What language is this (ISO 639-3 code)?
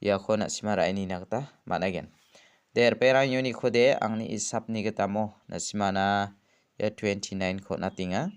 grt